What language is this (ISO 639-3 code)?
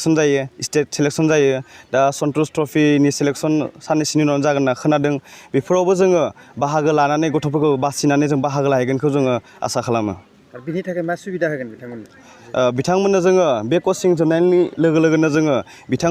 brx